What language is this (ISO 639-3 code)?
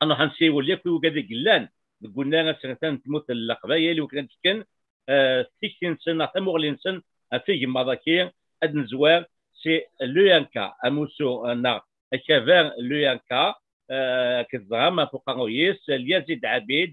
kab